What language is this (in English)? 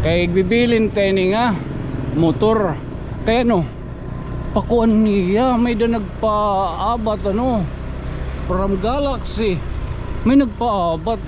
Waray